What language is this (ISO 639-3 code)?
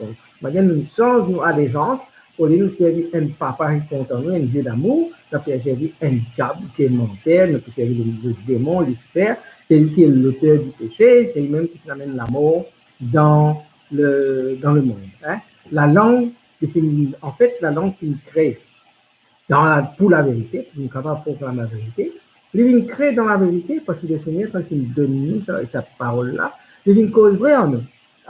mfe